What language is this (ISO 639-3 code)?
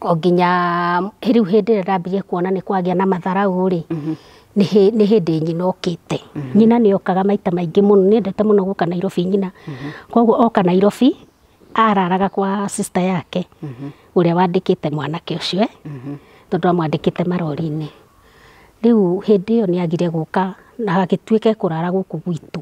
kik